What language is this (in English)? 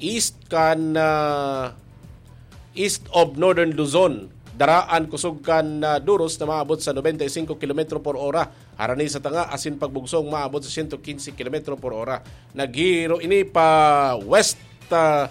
Bikol